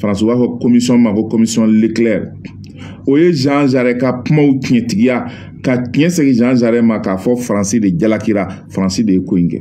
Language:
Bambara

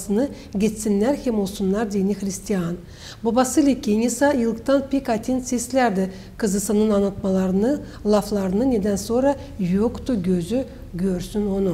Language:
Gagauz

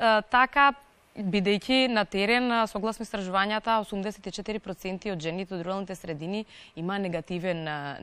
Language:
Macedonian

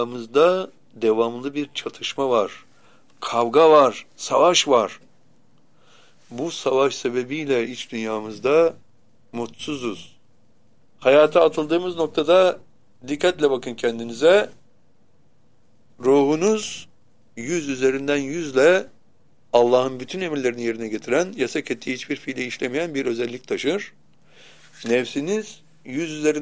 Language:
Turkish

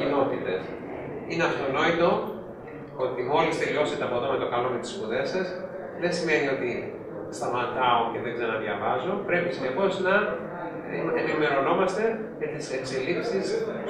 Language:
Greek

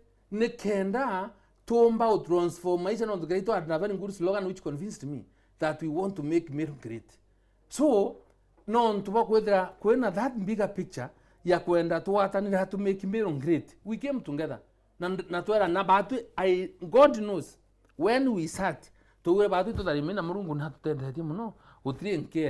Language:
Meru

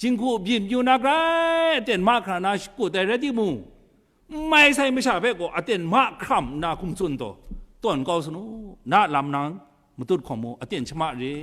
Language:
Kachin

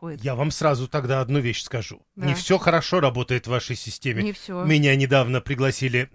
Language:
Russian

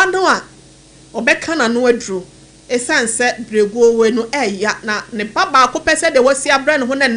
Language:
Akan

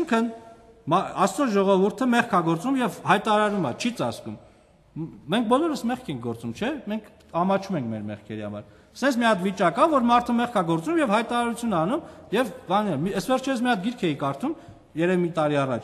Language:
Armenian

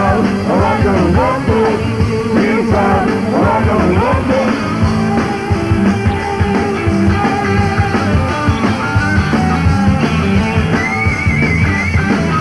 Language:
Hungarian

